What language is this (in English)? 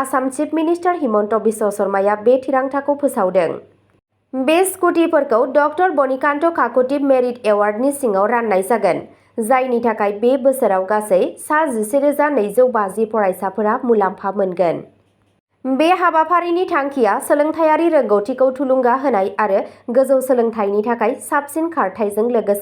Bodo